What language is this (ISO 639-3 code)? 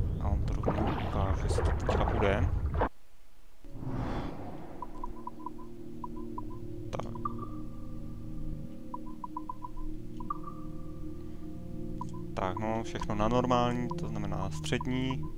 ces